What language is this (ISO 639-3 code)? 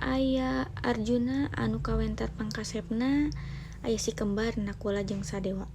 sun